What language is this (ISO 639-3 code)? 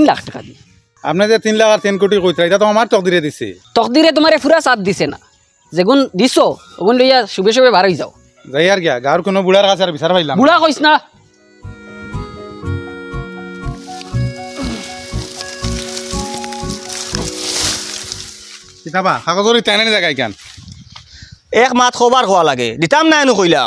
syl